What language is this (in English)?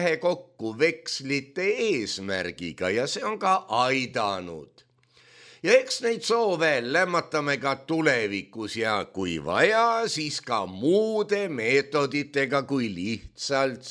Estonian